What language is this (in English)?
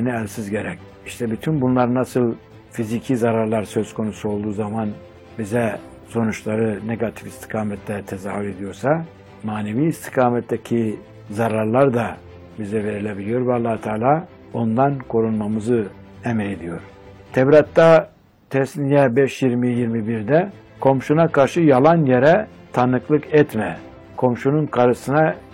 Turkish